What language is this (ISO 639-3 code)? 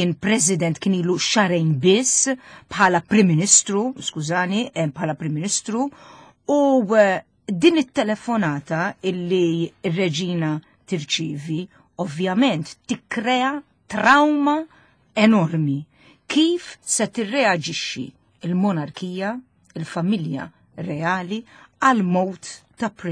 mlt